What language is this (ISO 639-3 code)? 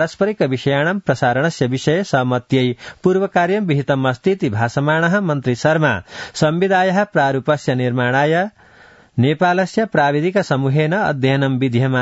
san